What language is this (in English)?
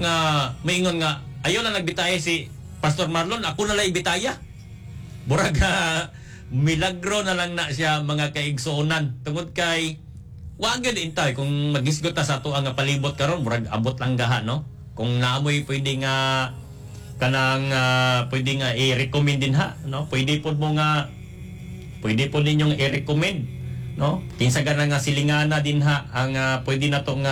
Cebuano